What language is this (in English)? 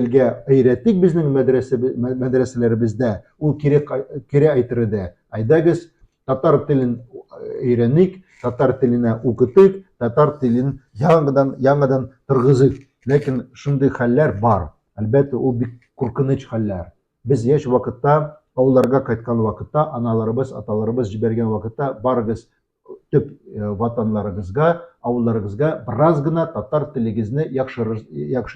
Tatar